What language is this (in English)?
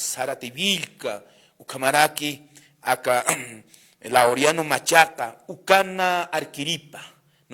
Aymara